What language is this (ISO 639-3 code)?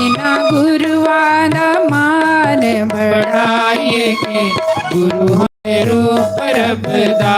doi